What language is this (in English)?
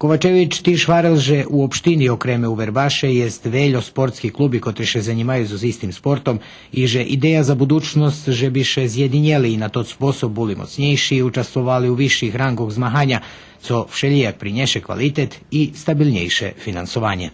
Rusyn